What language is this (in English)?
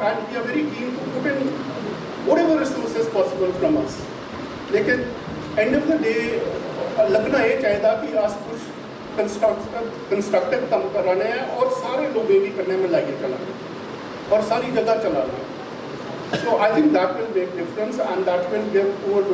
Dogri